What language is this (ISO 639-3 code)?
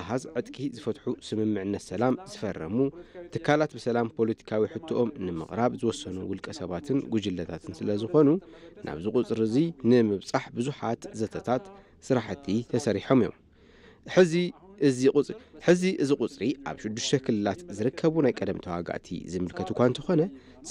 tir